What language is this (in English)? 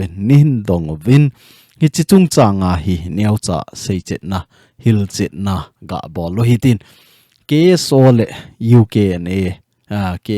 Thado Chin